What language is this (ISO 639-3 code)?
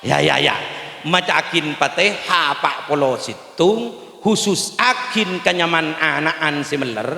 mad